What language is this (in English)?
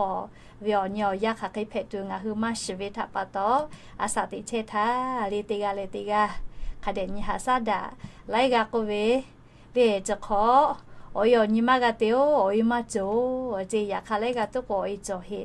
Lahu